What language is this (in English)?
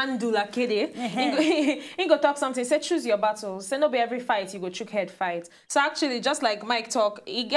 Nigerian Pidgin